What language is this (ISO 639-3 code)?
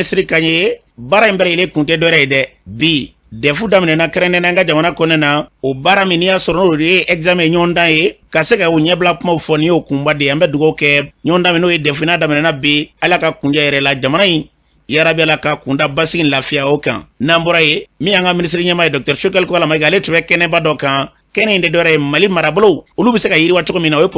bam